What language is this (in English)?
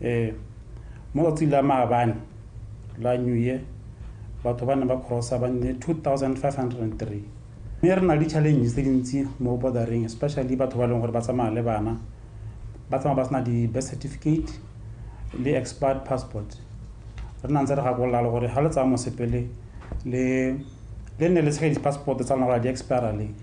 Tswana